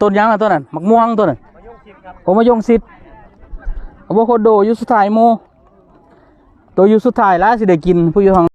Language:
Lao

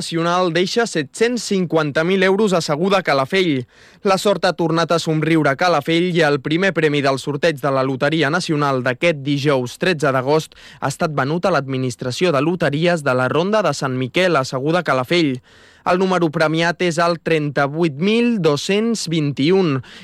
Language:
Catalan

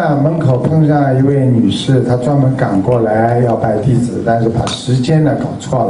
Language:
Chinese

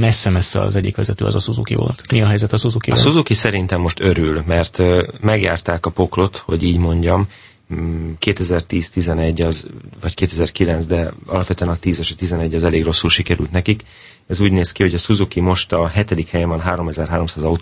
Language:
Hungarian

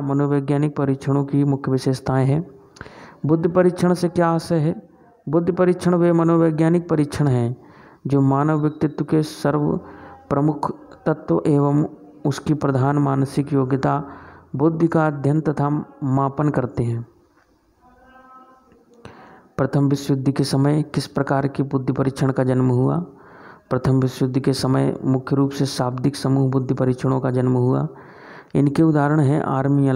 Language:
Hindi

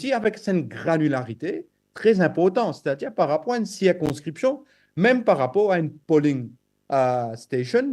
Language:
Morisyen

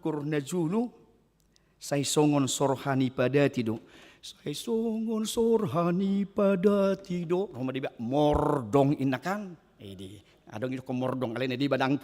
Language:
Batak Toba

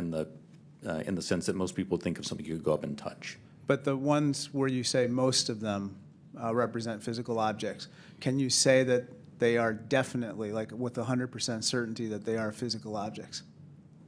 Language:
English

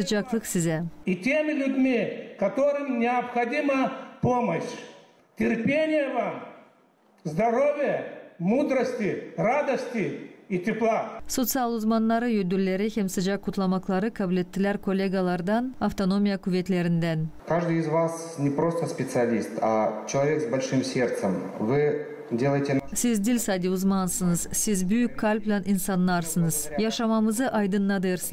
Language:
Gagauz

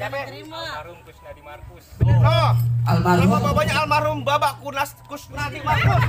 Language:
Betawi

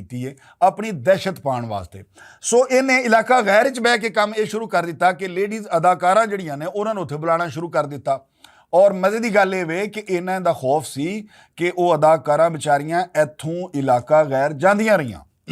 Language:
Western Panjabi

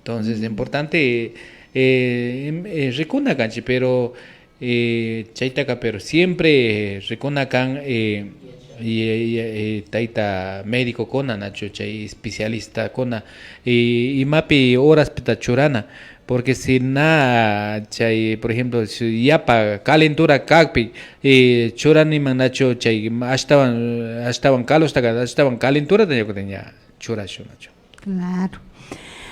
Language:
Imbabura Highland Quichua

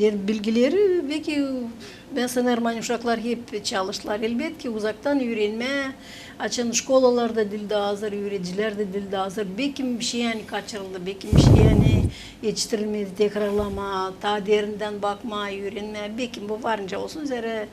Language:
Gagauz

